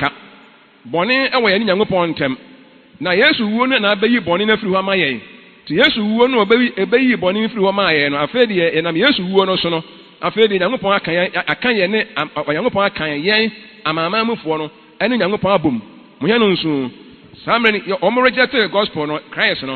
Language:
Akan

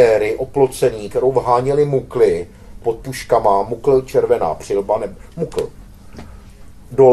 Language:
Czech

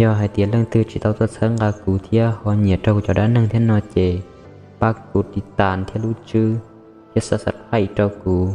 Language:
Hmong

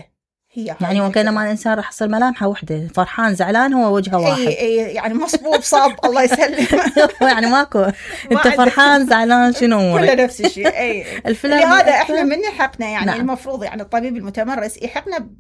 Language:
Mesopotamian Arabic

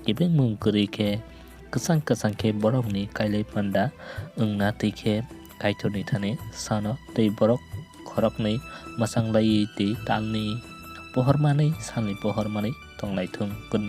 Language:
Kok Borok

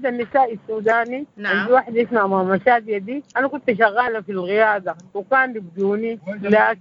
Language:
Sudanese Arabic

